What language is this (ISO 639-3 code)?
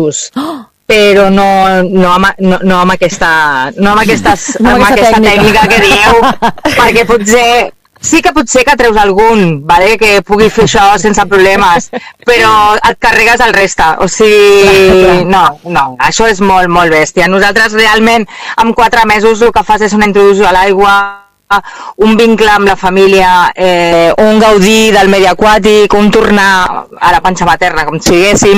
cat